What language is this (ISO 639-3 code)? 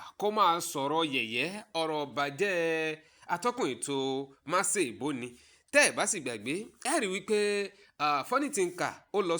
yor